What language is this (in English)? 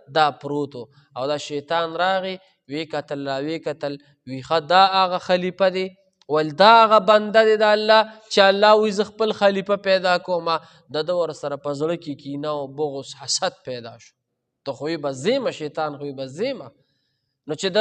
Pashto